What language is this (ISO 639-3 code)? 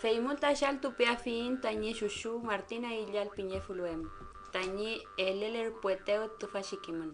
arn